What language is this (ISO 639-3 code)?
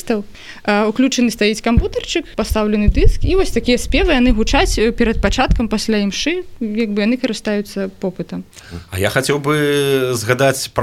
bel